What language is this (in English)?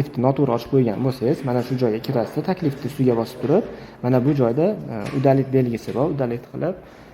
Uzbek